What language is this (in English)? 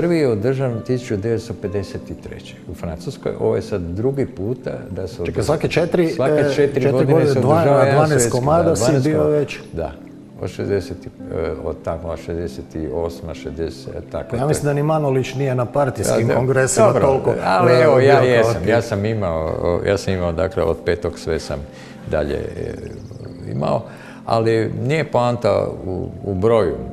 Croatian